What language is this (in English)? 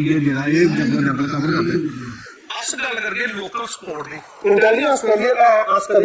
Dogri